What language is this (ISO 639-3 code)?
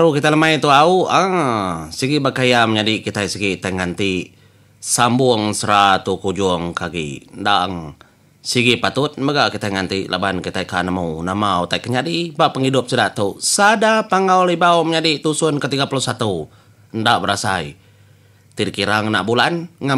iba